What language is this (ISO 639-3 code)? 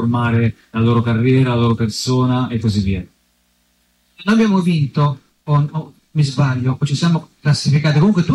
ita